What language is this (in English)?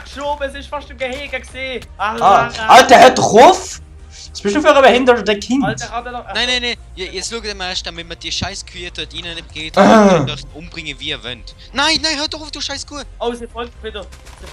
Swiss German